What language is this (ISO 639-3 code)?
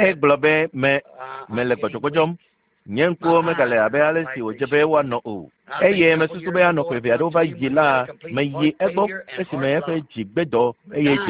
ewe